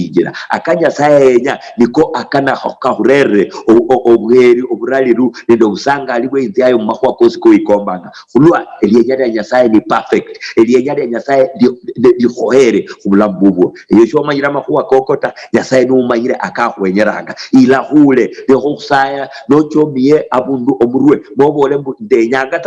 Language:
Luyia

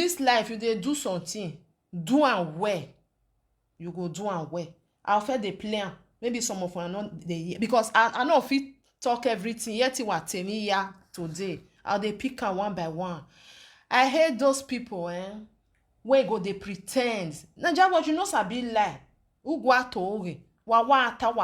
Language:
Nigerian Pidgin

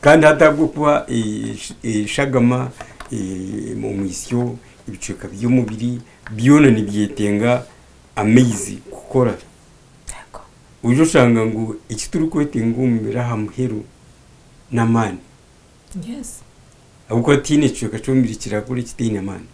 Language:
Nyankole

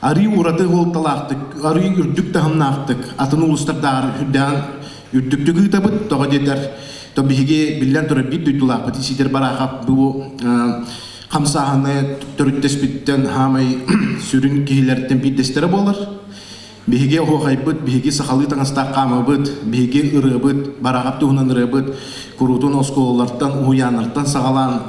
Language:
Yakut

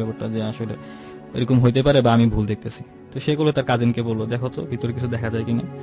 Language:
Bangla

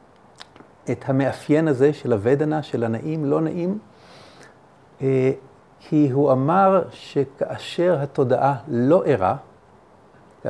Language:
Hebrew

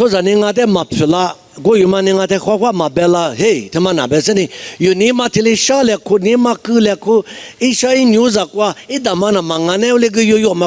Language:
Lisu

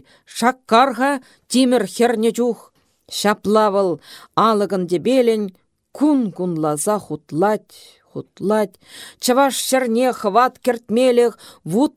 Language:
Chuvash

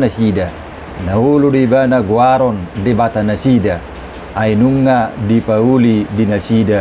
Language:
Batak Toba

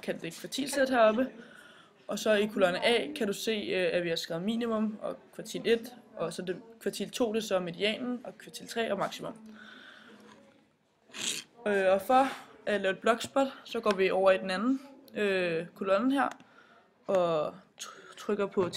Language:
Danish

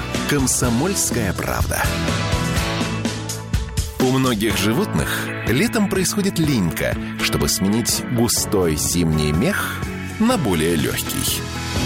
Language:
Russian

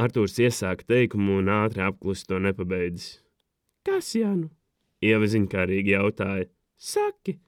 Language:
Latvian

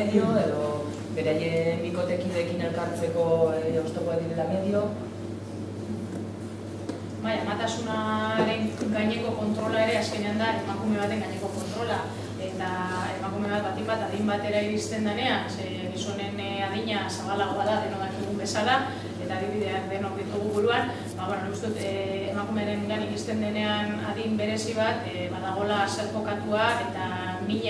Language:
Basque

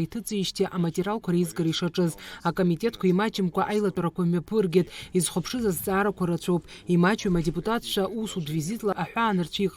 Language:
Abkhazian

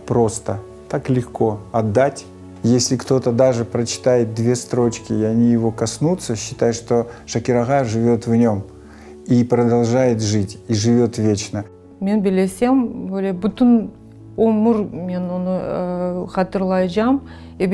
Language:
Crimean Tatar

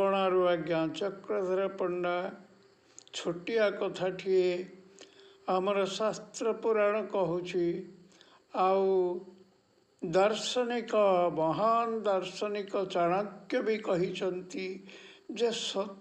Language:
Odia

